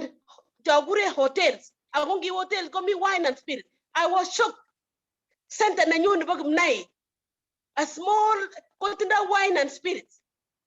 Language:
Kalenjin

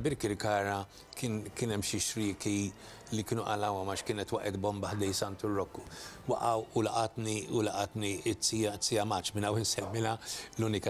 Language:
Maltese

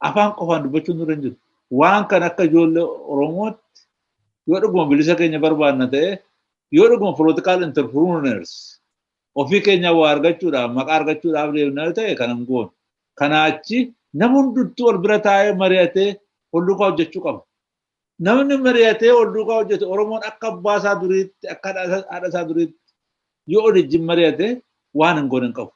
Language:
Oromo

